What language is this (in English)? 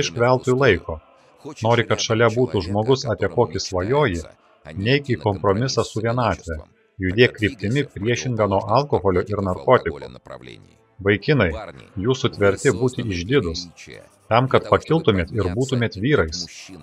Lithuanian